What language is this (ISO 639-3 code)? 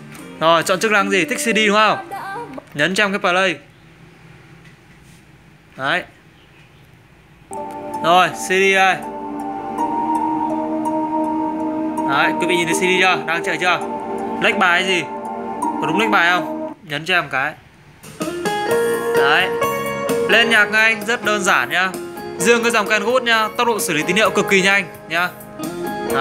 vie